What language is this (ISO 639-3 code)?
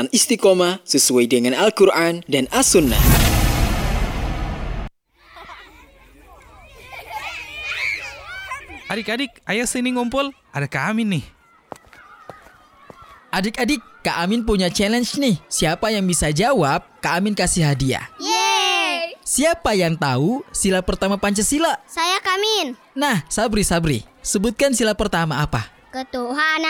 ind